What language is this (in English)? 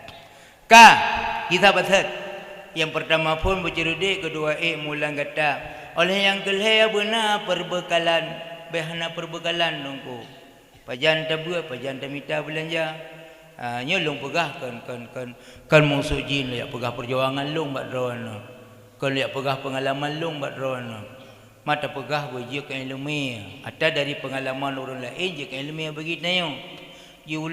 Achinese